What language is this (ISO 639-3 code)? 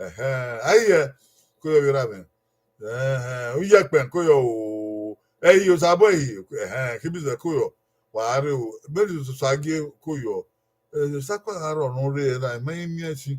bin